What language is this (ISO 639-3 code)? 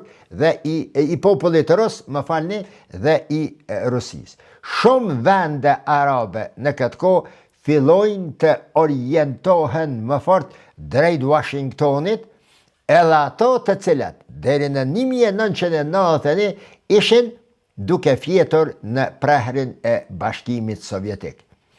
sqi